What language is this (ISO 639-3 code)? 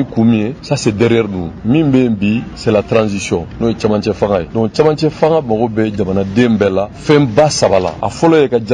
bam